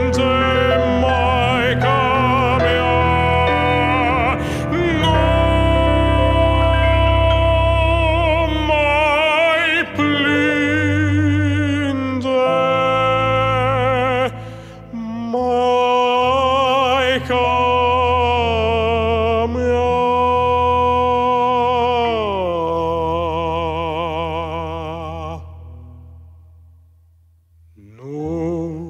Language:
Romanian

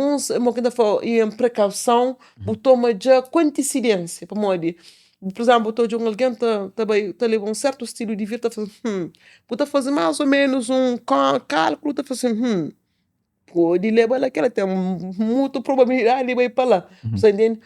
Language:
Kabuverdianu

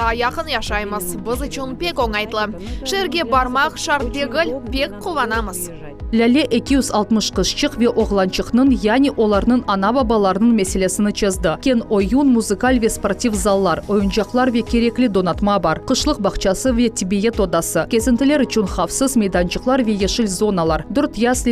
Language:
Crimean Tatar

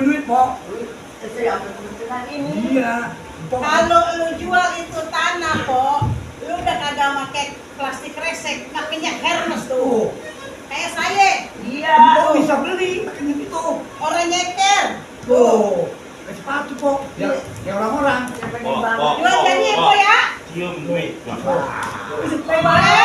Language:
Betawi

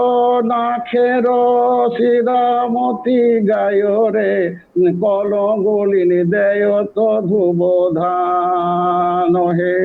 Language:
Santali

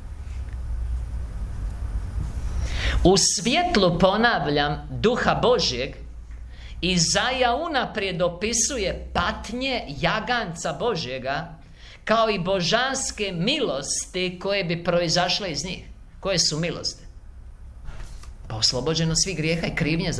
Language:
Croatian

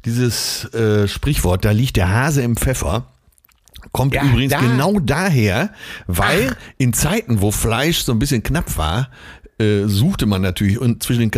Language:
German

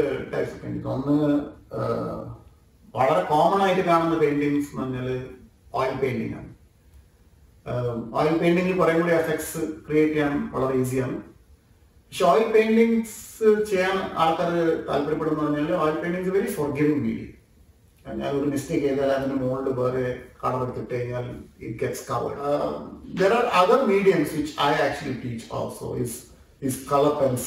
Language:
Malayalam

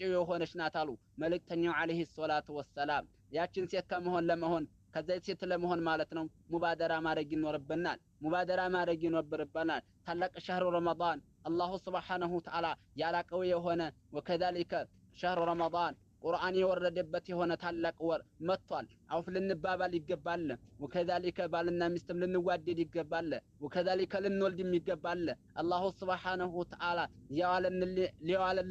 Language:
Amharic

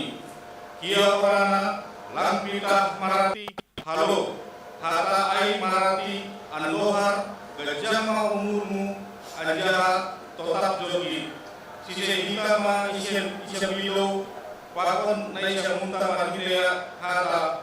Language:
Batak Simalungun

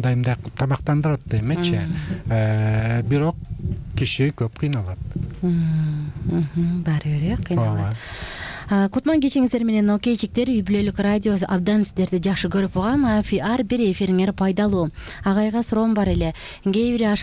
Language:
Kyrgyz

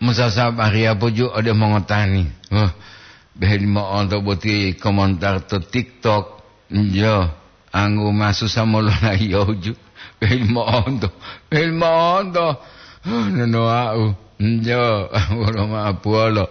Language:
Gorontalo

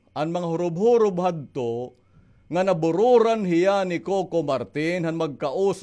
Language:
Waray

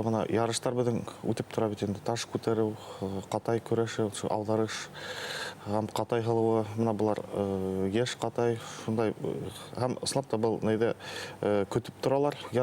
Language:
Bashkir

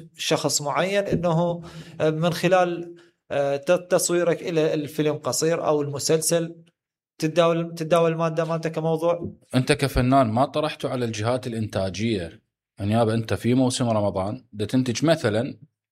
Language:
Mesopotamian Arabic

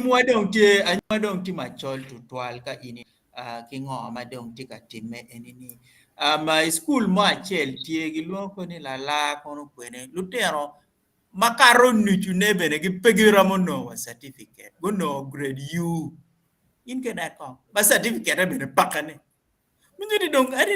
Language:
Acoli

